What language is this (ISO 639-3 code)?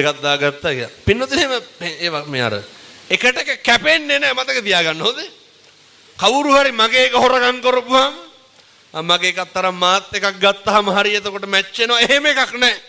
sin